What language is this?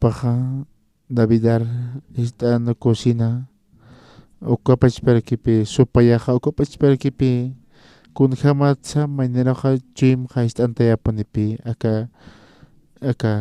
Aymara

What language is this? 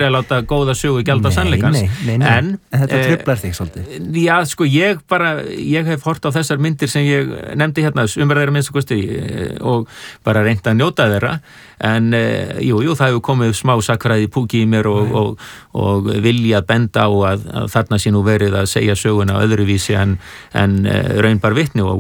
Icelandic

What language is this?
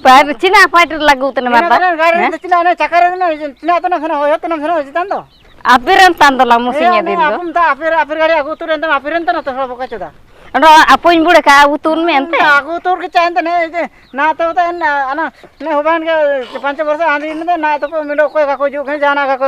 Ho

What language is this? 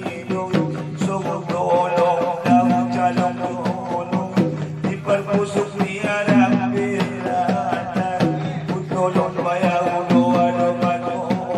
Batak Angkola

